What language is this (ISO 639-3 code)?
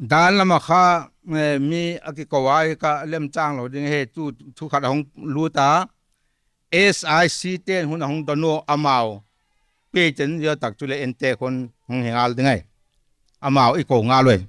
pck